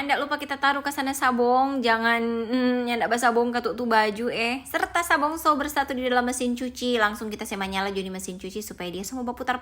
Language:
Manado Malay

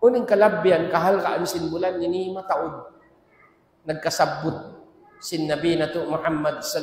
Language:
Tausug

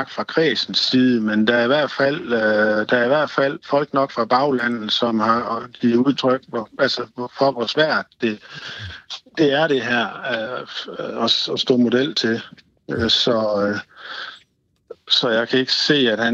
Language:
Danish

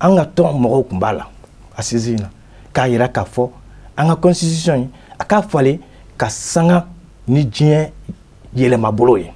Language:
Bambara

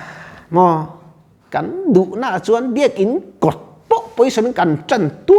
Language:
Mizo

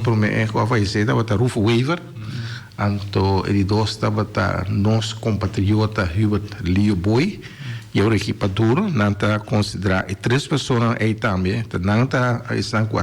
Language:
Papiamento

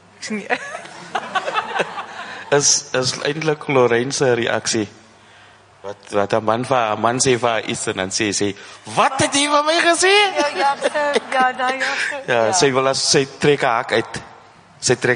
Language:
Afrikaans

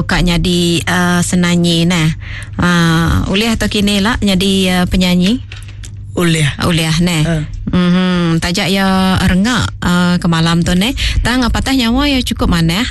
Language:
Iban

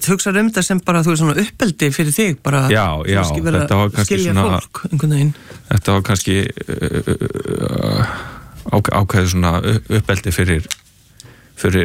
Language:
Icelandic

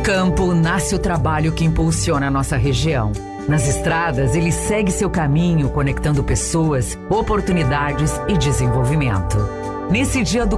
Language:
Portuguese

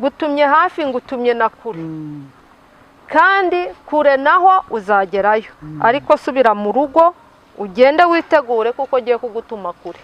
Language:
Kinyarwanda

